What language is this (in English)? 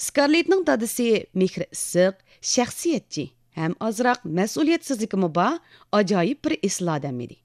Uyghur